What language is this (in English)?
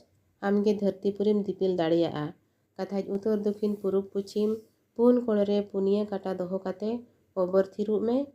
Santali